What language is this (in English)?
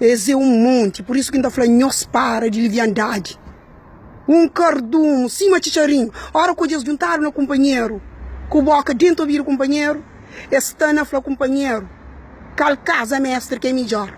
Kabuverdianu